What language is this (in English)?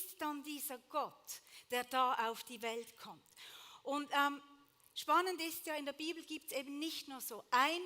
Swiss German